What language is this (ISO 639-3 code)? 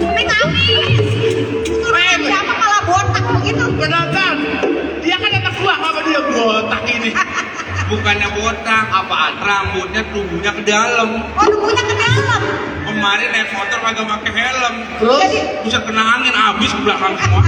bew